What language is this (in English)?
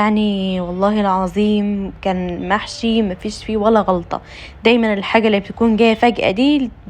Egyptian Arabic